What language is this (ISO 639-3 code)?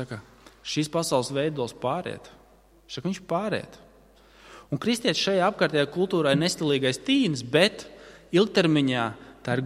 lav